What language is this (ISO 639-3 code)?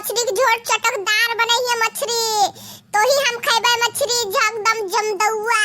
bho